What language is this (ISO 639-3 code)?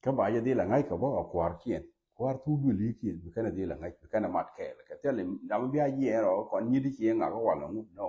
nus